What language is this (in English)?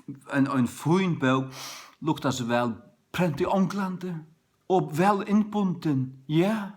Faroese